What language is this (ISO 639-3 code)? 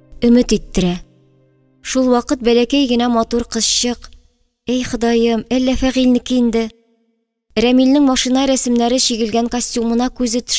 tat